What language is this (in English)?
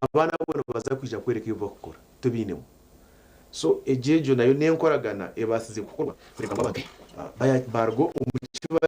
Nyankole